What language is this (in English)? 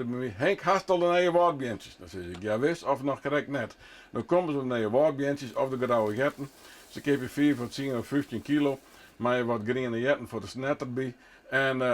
Western Frisian